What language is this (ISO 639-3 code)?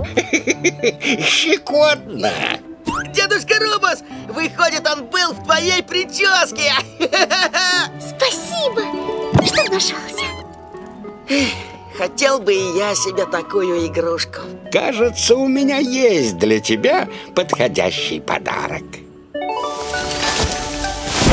rus